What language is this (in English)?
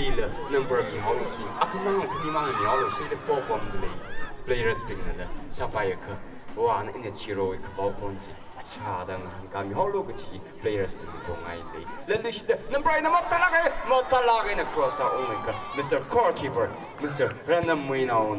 Tangkhul Naga (India)